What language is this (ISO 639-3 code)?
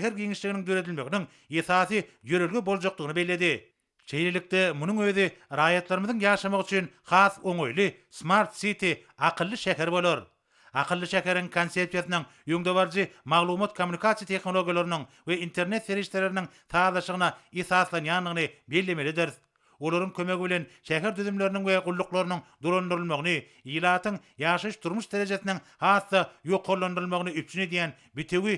tuk